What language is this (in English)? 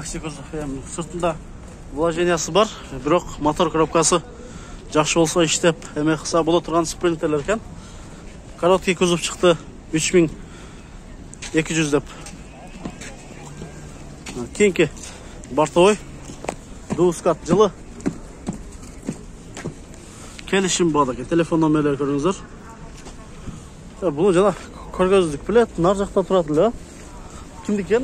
Kyrgyz